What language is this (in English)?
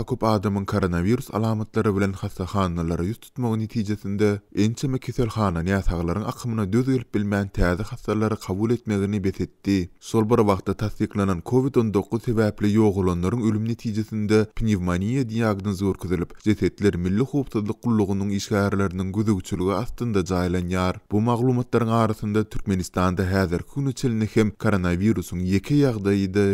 Turkmen